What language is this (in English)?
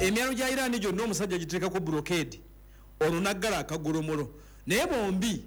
Ganda